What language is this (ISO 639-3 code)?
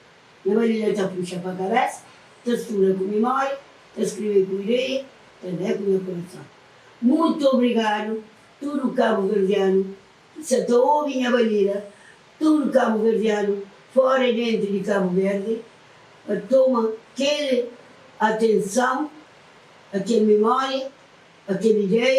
kea